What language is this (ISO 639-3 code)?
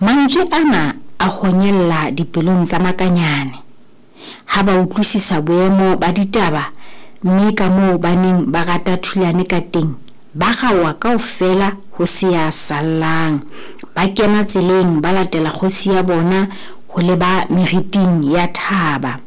sot